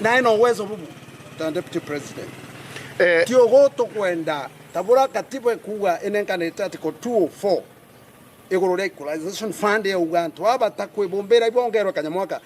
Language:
Meru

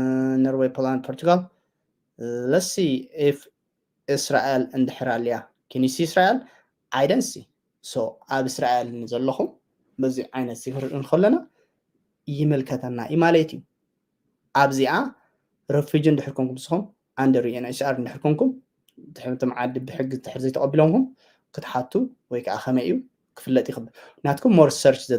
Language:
Tigrinya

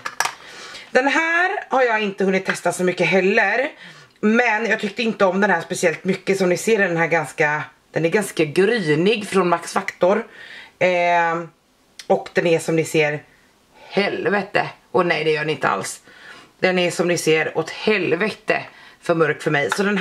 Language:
Swedish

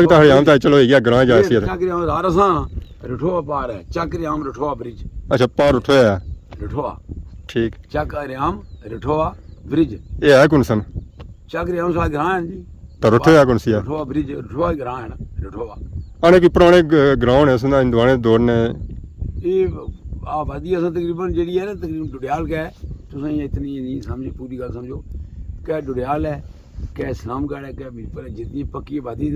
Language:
Pahari-Potwari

